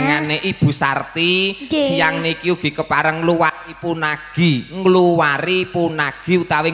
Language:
Javanese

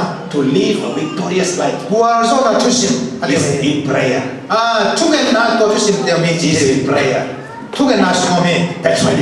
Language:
Tedim Chin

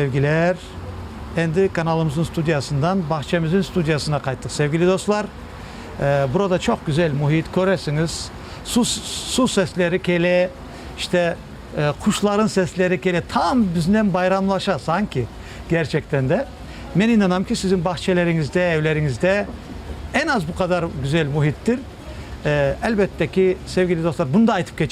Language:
Crimean Tatar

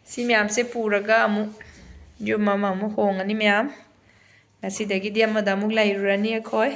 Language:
Manipuri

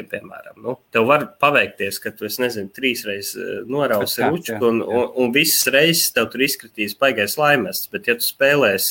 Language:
Latvian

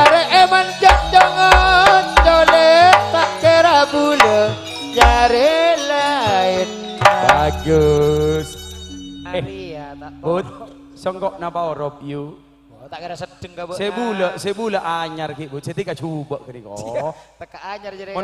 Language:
Madurese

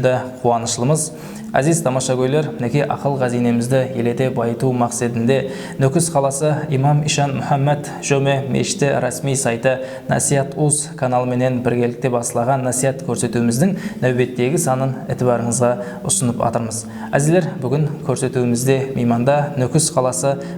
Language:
Kara-Kalpak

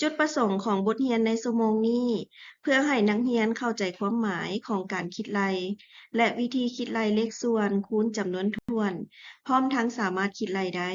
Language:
Lao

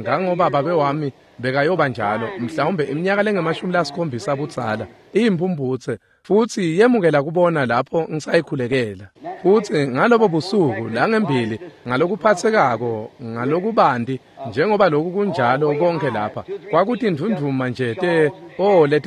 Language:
Swati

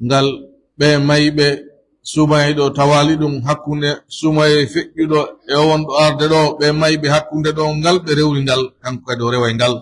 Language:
Pular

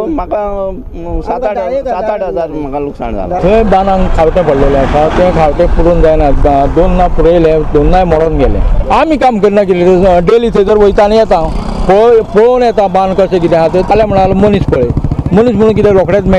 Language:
Konkani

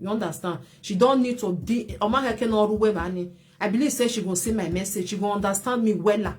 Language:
Nigerian Pidgin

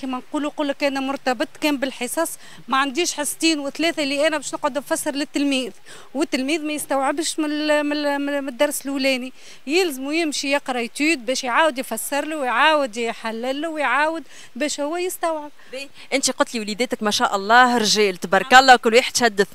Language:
Tunisian Arabic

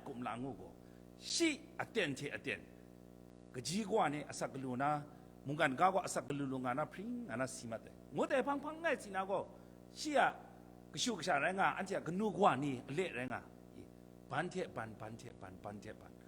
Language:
Kachin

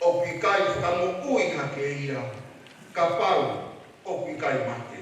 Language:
Tongan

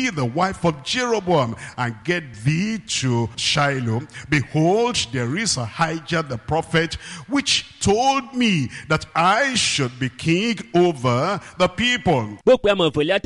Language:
Ewe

